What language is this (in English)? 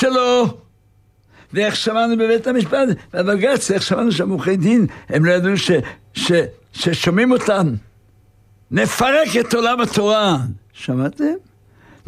Hebrew